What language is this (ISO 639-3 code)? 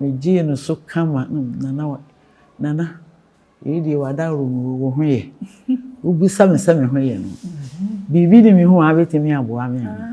aka